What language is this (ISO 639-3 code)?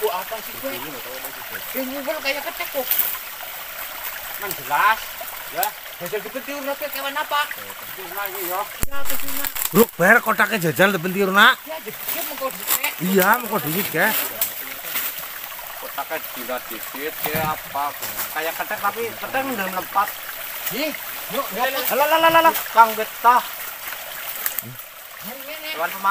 ind